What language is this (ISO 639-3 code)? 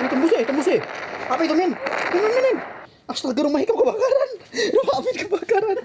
bjn